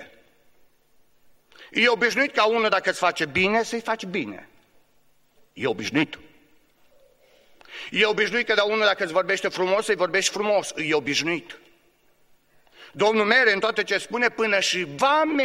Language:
Romanian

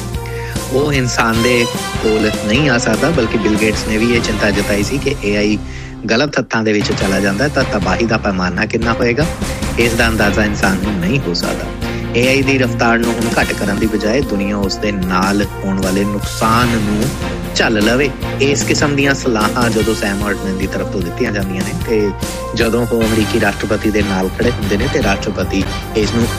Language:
Punjabi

